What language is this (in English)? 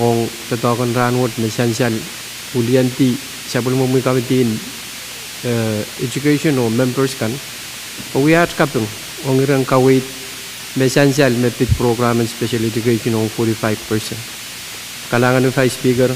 Pohnpeian